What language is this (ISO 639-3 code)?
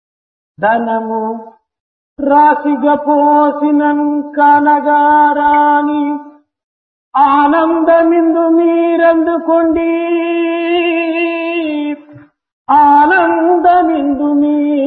tel